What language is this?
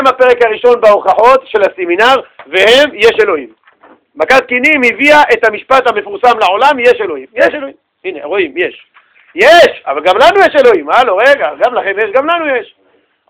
Hebrew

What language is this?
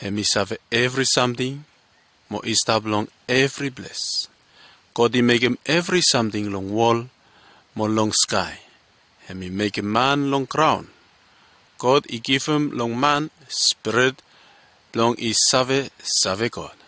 Bislama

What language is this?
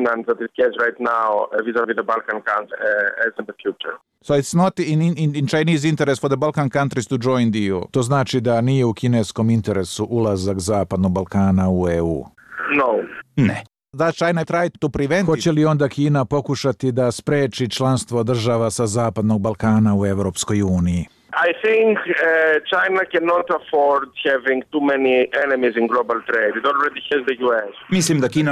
Serbian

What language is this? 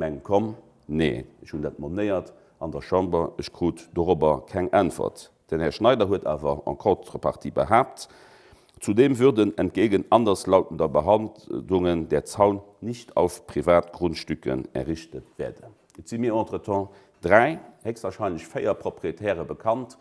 Luxembourgish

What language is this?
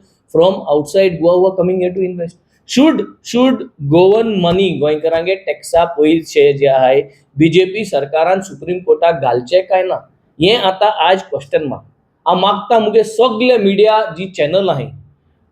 Konkani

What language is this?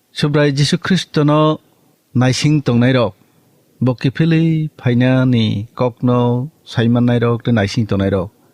Kok Borok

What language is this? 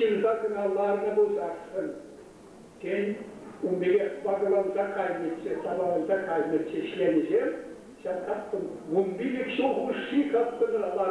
Chuvash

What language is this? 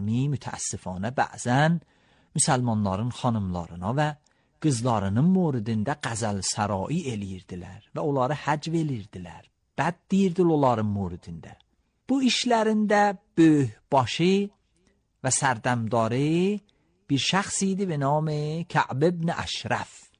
Azerbaijani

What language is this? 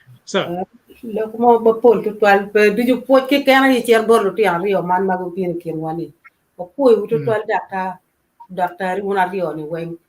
Acoli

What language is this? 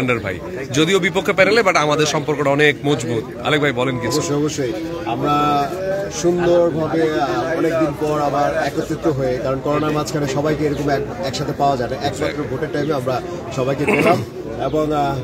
Bangla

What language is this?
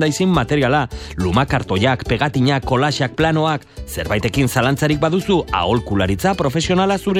Basque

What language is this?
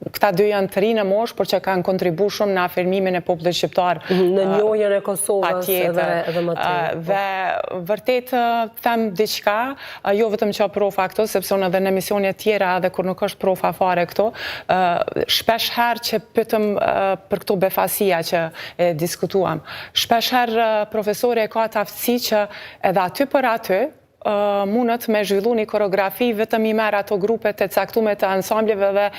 Albanian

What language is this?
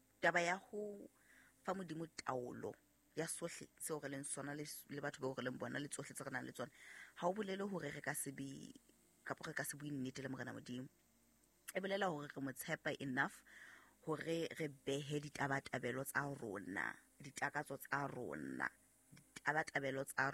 Southern Sotho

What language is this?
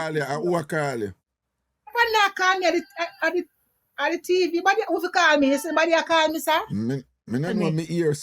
Jamaican Creole English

